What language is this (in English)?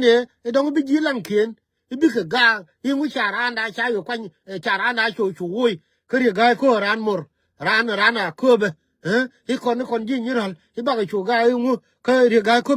Nuer